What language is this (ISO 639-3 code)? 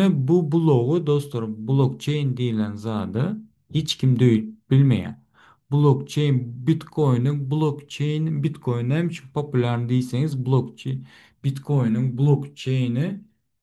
tuk